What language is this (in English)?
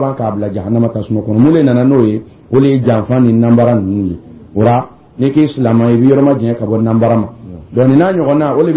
Dyula